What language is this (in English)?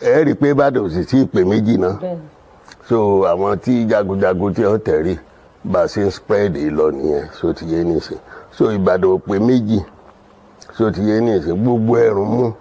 Yoruba